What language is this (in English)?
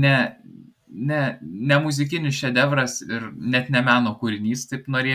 Lithuanian